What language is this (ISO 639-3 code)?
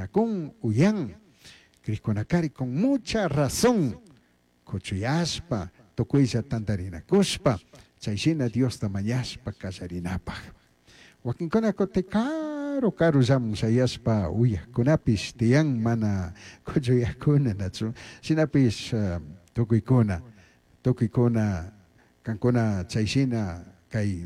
qug